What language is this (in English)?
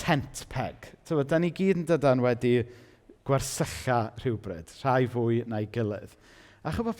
Welsh